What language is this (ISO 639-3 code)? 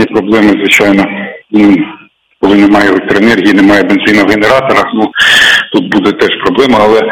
ukr